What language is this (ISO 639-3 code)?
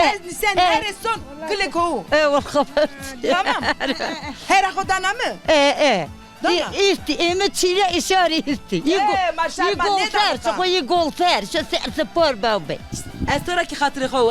zza